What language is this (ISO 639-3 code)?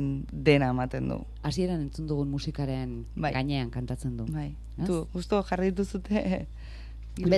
eus